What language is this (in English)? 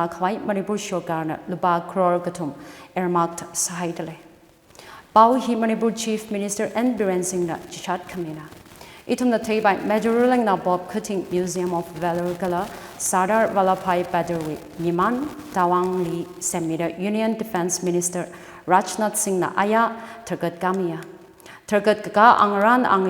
Tangkhul Naga (India)